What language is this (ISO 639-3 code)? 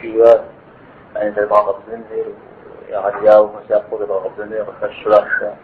kbd